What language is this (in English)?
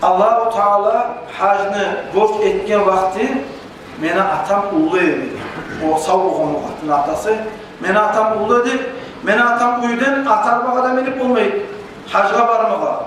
Kumyk